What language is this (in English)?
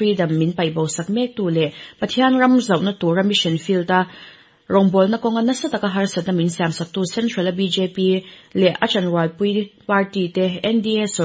Mizo